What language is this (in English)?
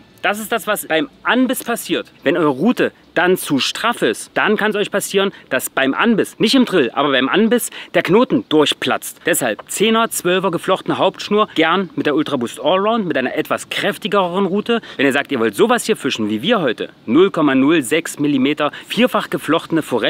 German